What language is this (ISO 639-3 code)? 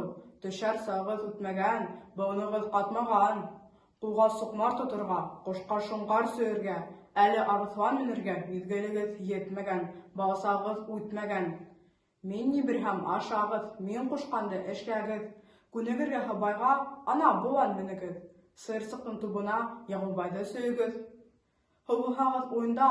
bak